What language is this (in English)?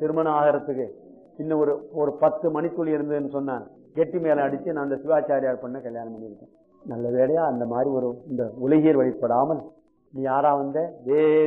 Tamil